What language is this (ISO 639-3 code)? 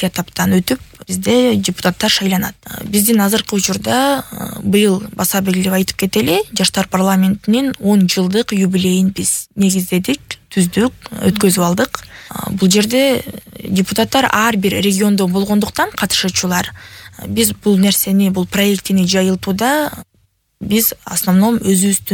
kir